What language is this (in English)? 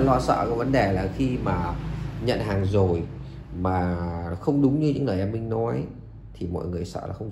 Vietnamese